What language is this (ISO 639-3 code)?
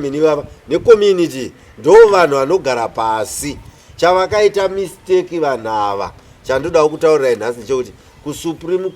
sna